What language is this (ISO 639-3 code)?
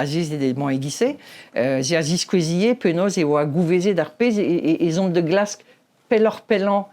bre